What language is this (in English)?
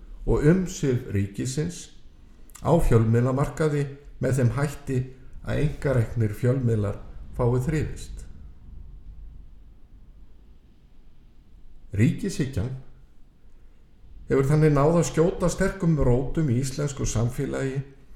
Icelandic